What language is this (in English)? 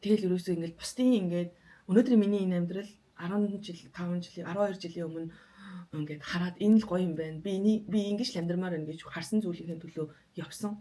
Mongolian